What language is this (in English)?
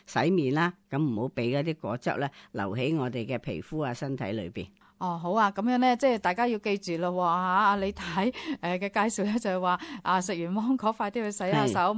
Cantonese